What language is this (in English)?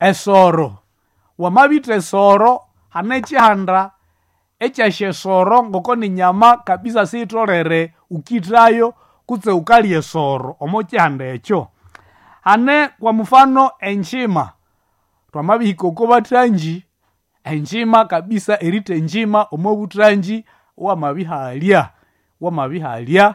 Nande